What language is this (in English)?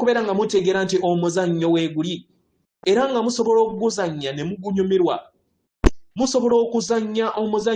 Ganda